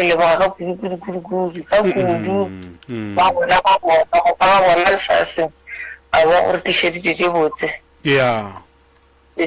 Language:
Northern Sotho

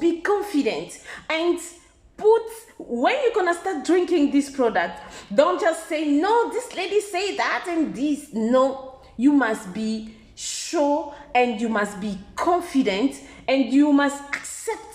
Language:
Lingala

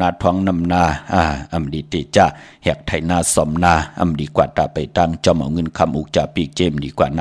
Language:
Shan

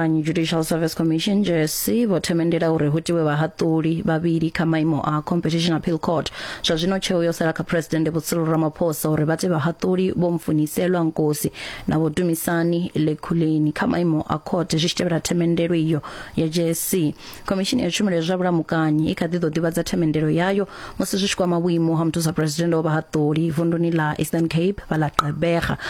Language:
Venda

